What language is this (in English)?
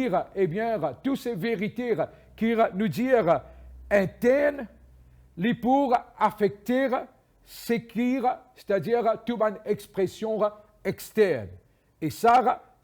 Morisyen